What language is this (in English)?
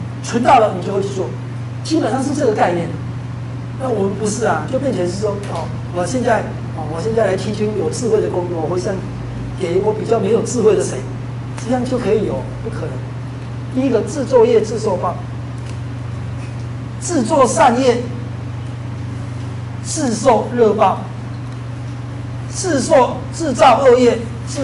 Chinese